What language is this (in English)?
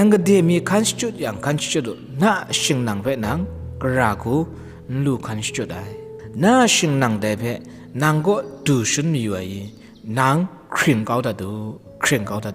Kachin